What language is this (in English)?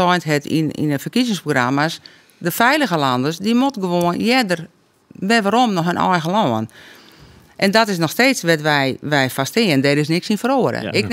Western Frisian